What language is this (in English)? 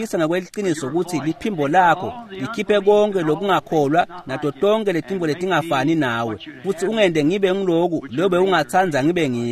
Swati